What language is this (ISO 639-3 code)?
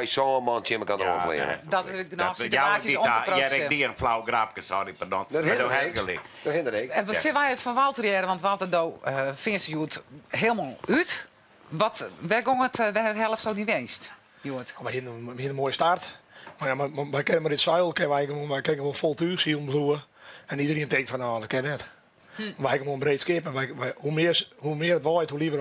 fry